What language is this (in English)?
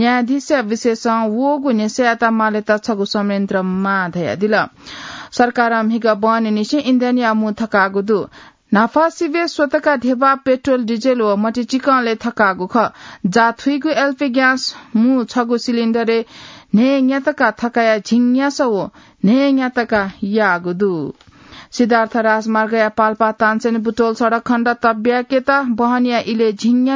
Newari